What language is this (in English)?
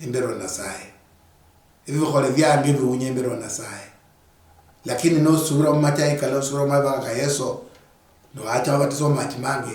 Luyia